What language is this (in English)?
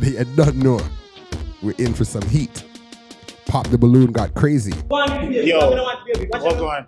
Jamaican Creole English